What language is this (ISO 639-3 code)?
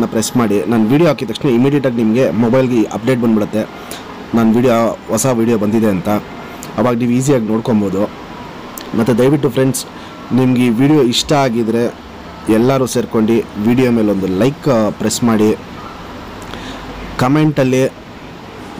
kan